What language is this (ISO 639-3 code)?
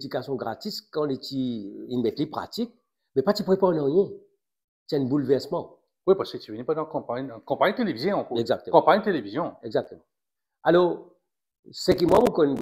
mfe